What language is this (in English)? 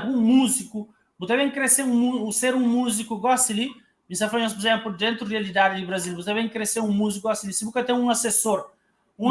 Kabuverdianu